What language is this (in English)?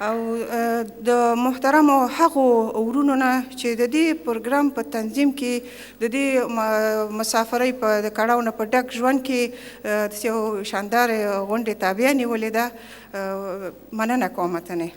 Pashto